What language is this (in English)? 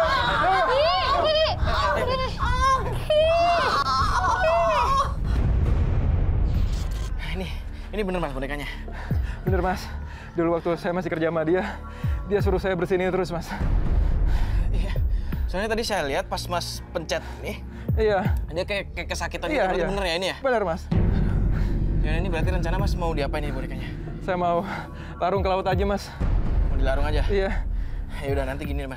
Indonesian